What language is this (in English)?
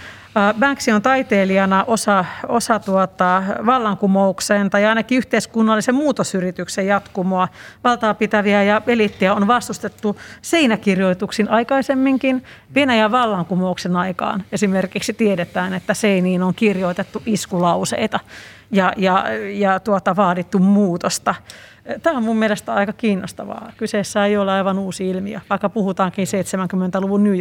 Finnish